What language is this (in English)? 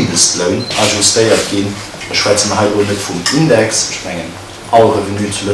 Luxembourgish